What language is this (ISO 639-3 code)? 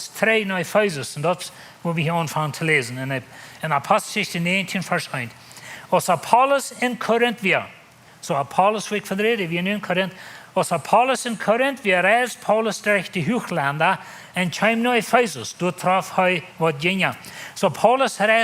pdt